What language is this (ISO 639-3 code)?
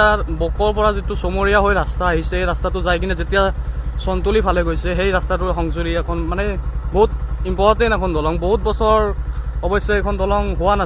asm